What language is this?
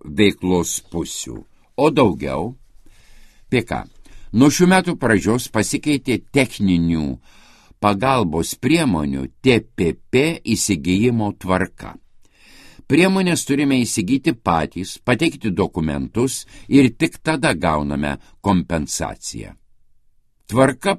Lithuanian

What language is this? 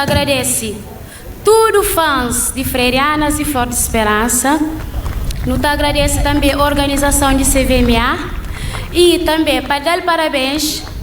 Kabuverdianu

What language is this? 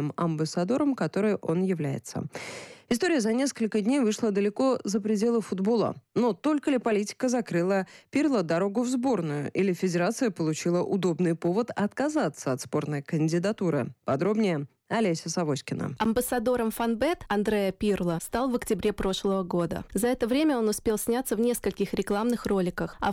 Russian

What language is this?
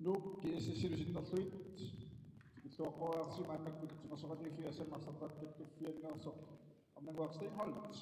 Kalaallisut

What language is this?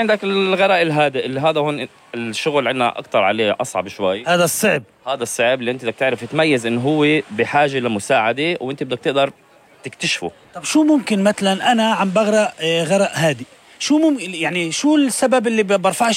North Levantine Arabic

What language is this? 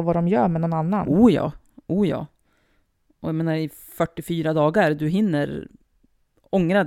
Swedish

